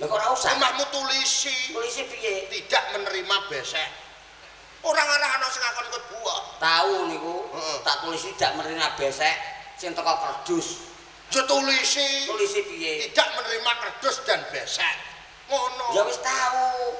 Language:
Javanese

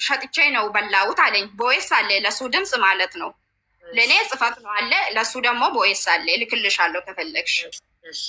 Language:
Amharic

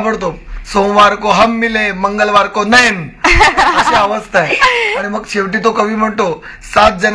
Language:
Marathi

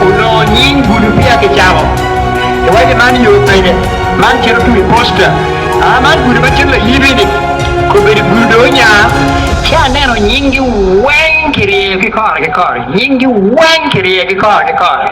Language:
Acoli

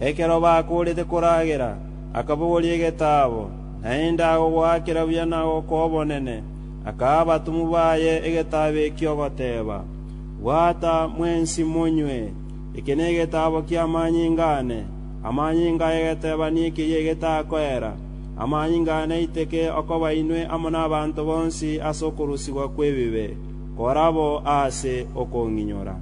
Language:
Gusii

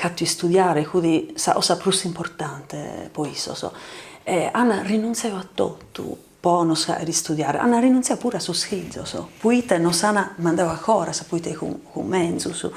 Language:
Sardinian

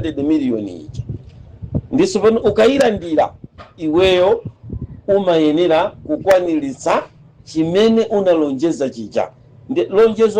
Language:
Nyanja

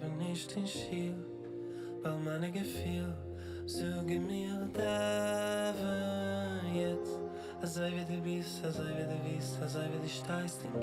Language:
Yiddish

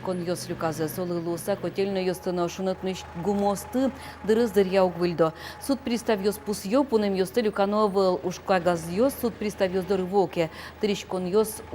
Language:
Udmurt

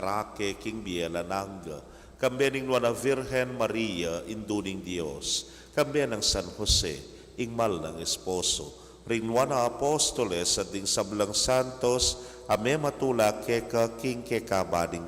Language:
Pampanga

